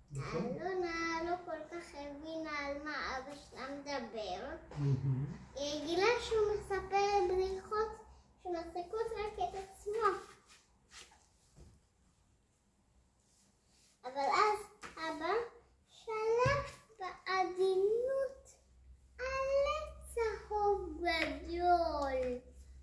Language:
Hebrew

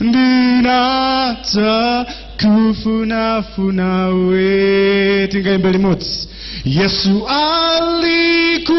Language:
Nyanja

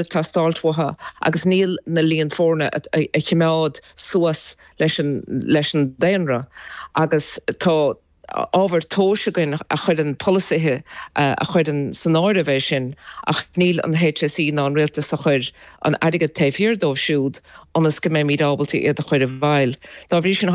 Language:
Irish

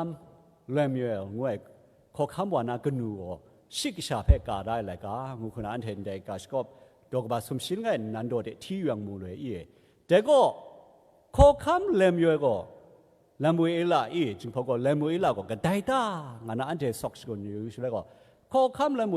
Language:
Kachin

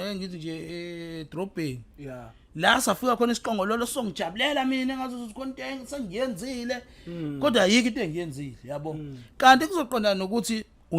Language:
Zulu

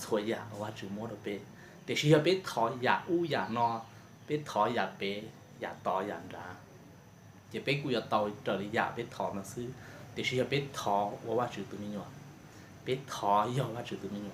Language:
Hmong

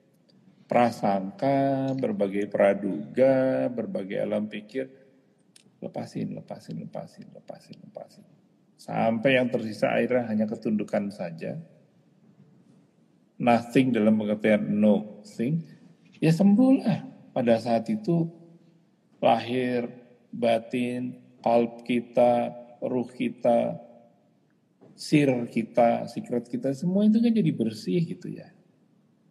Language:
Indonesian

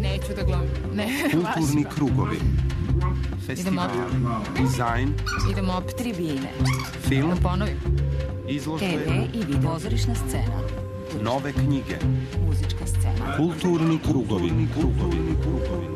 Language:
Serbian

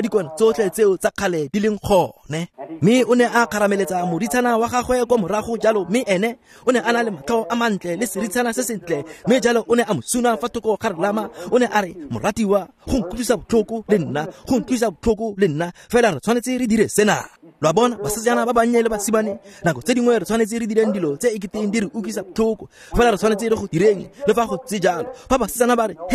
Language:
Tswana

